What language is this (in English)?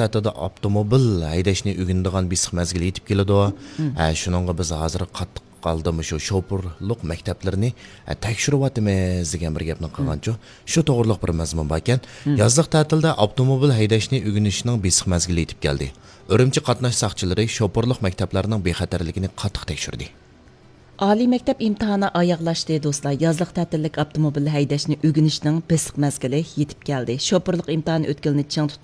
Uyghur